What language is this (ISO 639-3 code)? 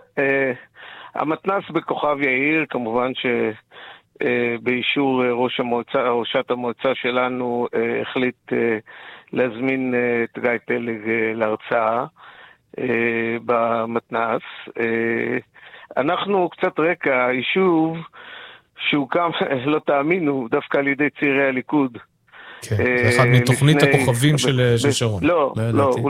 heb